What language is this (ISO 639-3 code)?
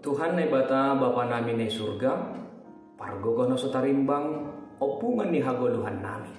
bts